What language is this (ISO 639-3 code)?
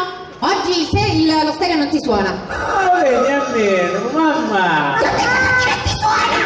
scn